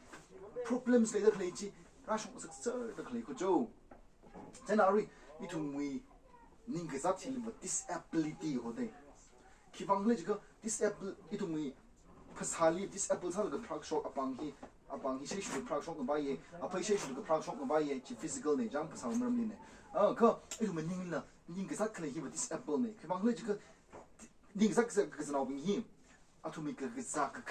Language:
Tangkhul Naga (India)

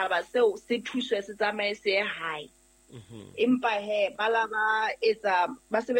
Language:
Southern Sotho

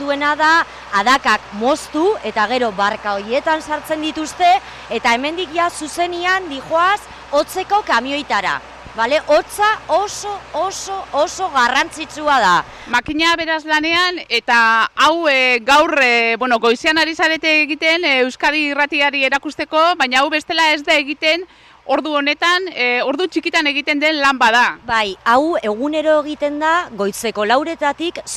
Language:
Basque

